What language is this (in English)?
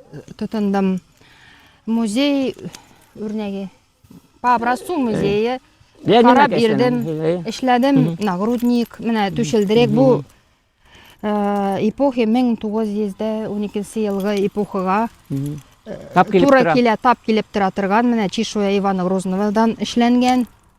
Bashkir